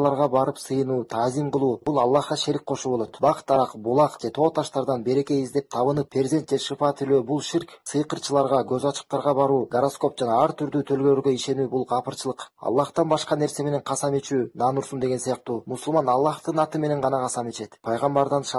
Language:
Kyrgyz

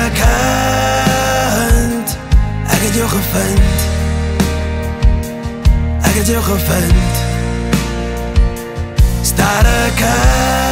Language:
Afrikaans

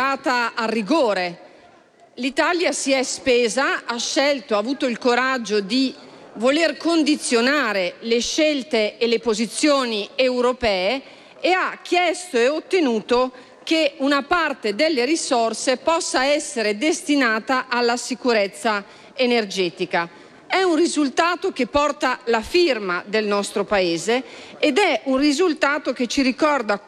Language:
Italian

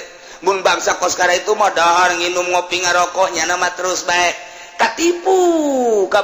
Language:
Sundanese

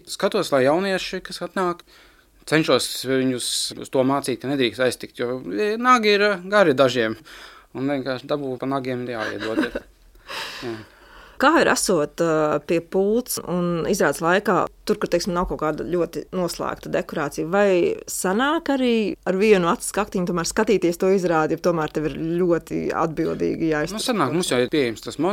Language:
Latvian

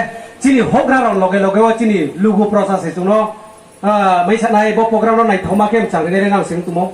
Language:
Riang (India)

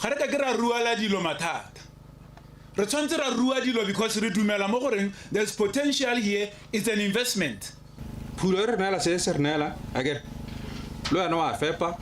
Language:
Tswana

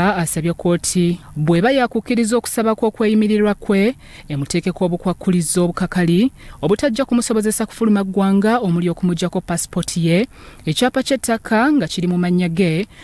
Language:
Ganda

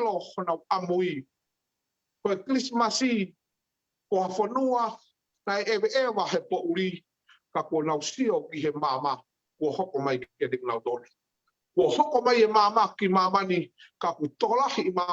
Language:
Tongan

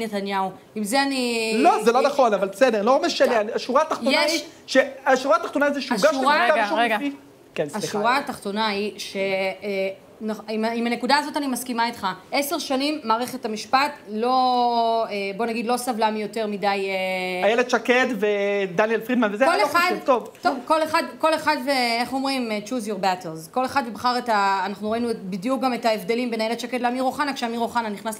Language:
Hebrew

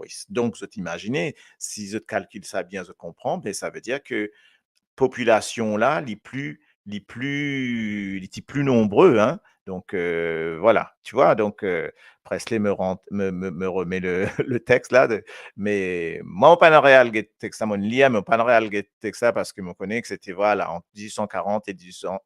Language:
Morisyen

